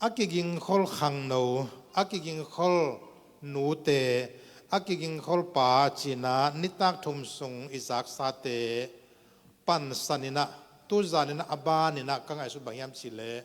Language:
Tedim Chin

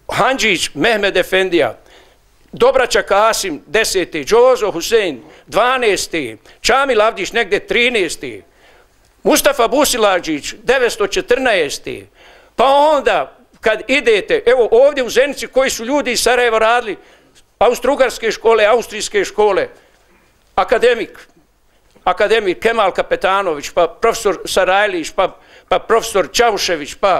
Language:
Bosnian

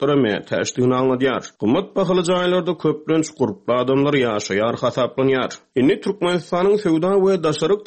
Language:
Turkmen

